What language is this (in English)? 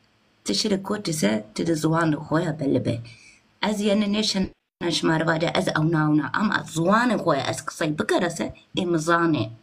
Zaza